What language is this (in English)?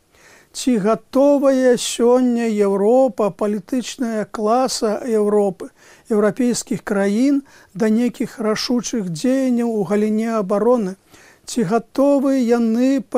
Belarusian